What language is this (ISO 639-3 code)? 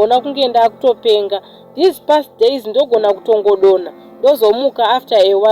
sna